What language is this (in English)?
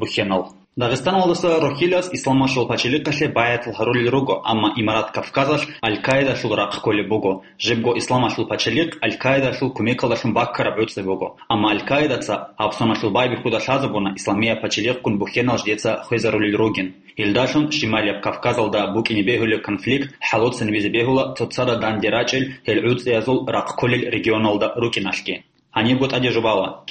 Avaric